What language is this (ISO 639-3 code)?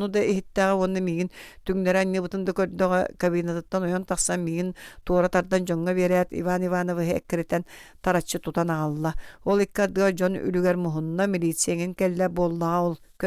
sah